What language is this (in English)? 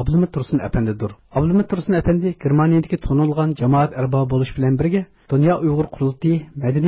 Uyghur